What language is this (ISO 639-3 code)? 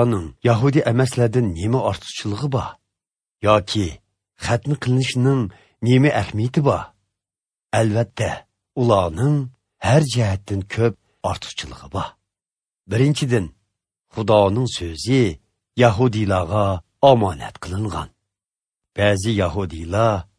uig